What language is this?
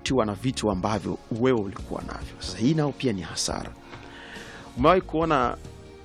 Swahili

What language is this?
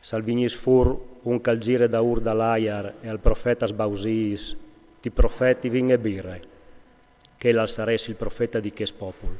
Friulian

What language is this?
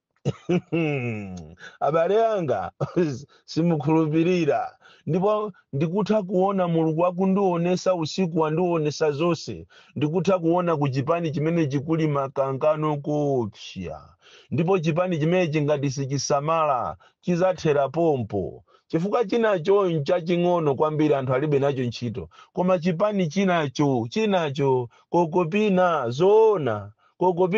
Nyanja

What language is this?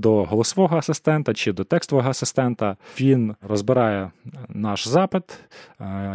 Ukrainian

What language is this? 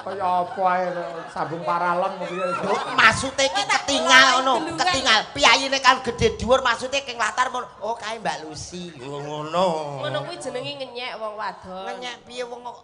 Javanese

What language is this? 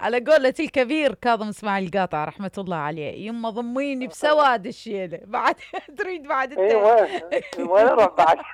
Mesopotamian Arabic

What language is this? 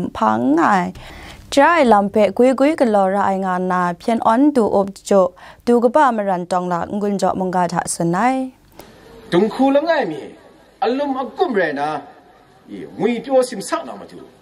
Kachin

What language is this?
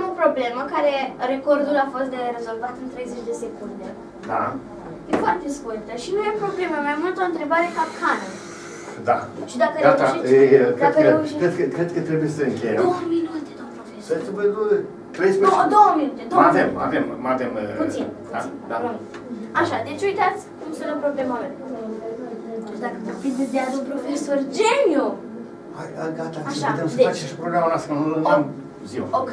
Romanian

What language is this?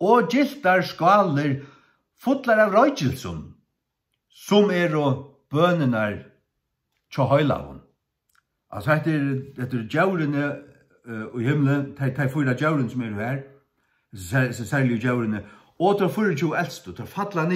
Faroese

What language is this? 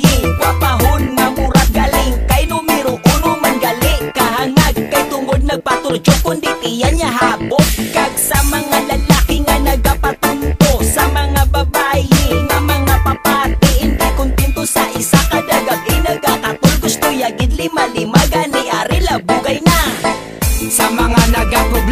Hiligaynon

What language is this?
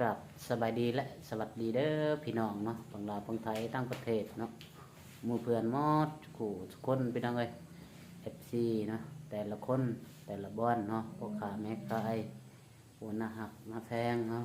Lao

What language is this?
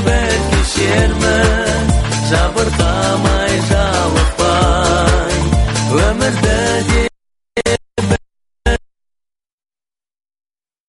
Kazakh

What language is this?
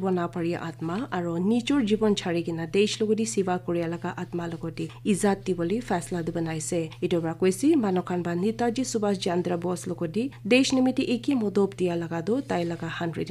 Naga Pidgin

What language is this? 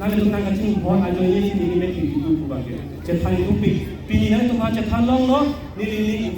Karbi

